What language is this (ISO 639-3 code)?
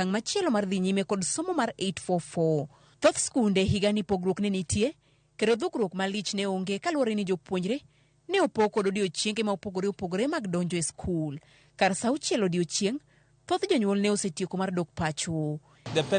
luo